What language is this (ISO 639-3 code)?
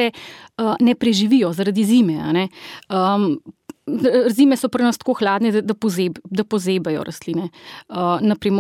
slv